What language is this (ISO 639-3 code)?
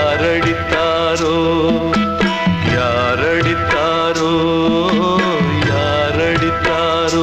tam